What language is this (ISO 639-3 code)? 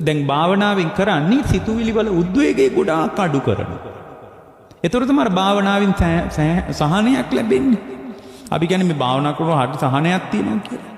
sin